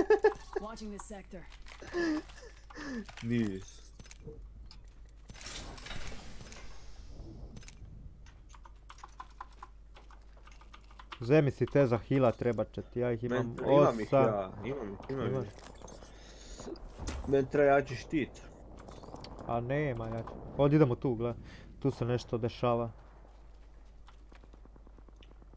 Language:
Croatian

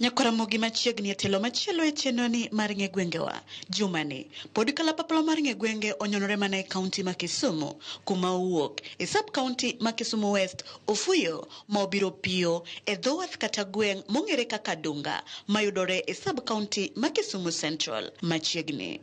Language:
Luo (Kenya and Tanzania)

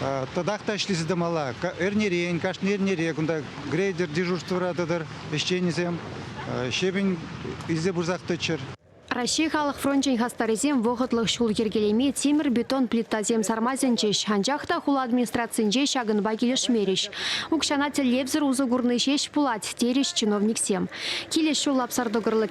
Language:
Chuvash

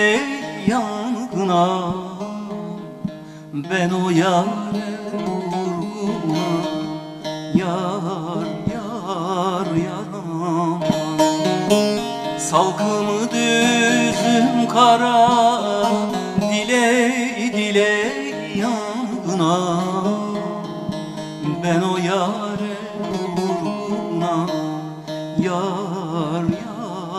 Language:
Turkish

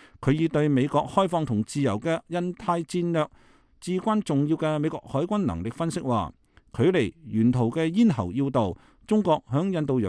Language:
Cantonese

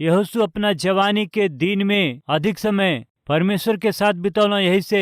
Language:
Bhojpuri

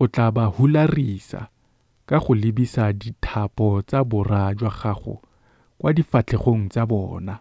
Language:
Tswana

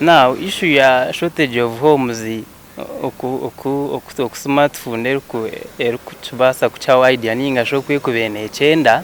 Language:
Nyankole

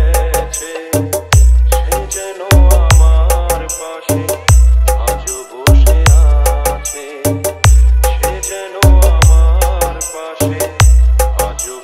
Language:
Bangla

